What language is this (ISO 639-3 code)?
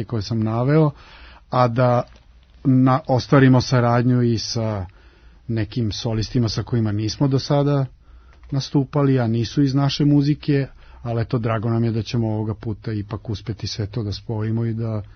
srp